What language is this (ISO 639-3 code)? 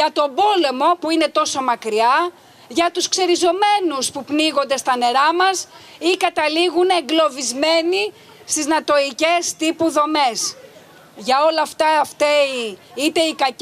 ell